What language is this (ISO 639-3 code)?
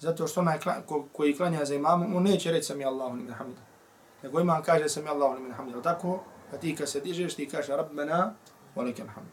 bos